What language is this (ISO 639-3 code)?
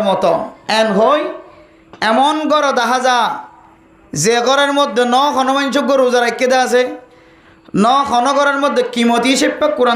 rhg